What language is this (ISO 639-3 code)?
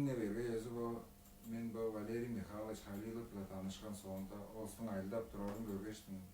tyv